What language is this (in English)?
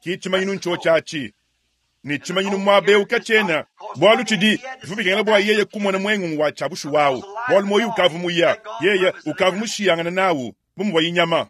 Luba-Lulua